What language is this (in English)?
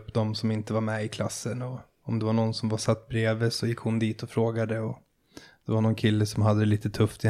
Swedish